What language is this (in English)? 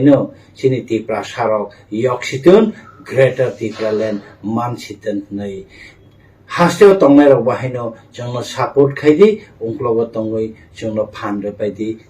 Kok Borok